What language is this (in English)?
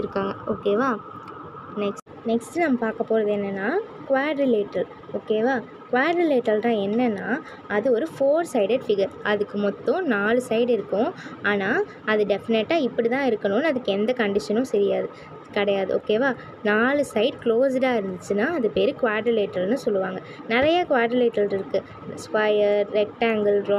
Tamil